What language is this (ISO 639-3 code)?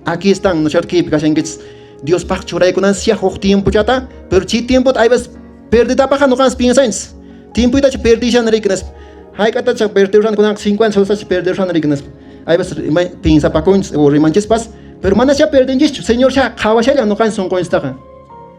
que